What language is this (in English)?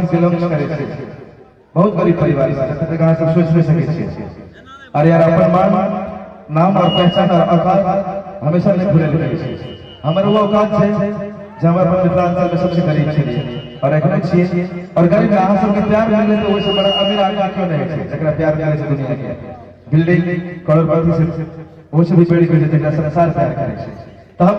Maithili